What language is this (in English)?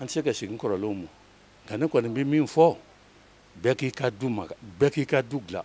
Bambara